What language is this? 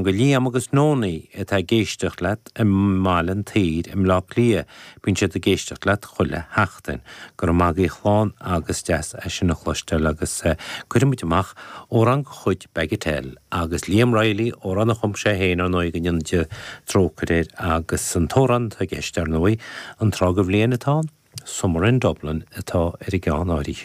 Irish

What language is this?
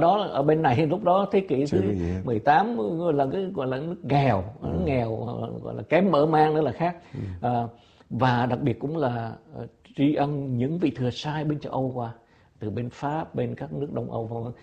Vietnamese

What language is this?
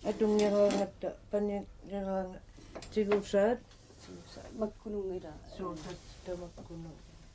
Kalaallisut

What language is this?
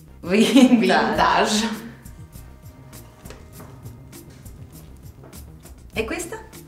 Italian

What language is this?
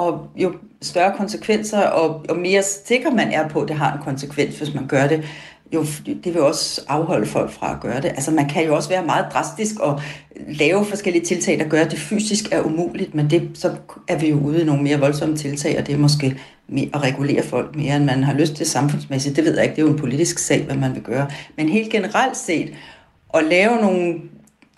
Danish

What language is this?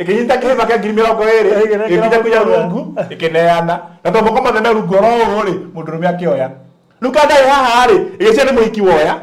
Kikuyu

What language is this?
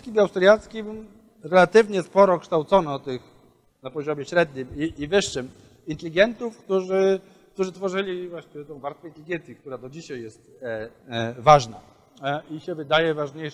Polish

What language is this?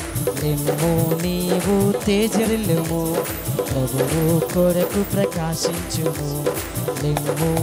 Telugu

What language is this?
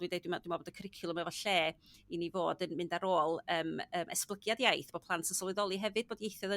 Welsh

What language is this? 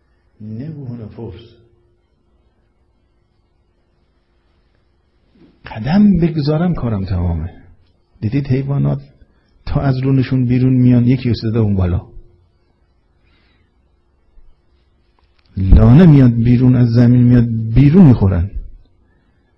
Persian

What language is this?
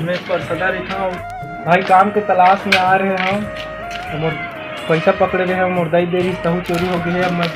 Chhattisgarhi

